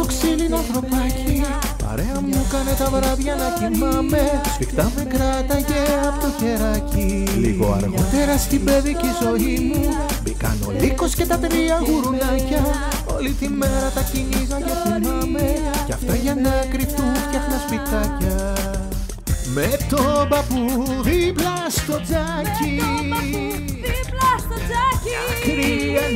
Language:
Greek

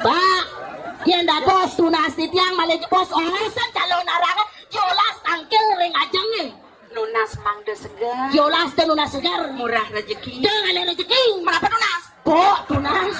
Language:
Balinese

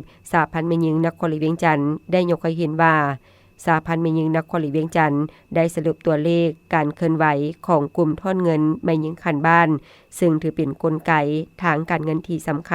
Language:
Lao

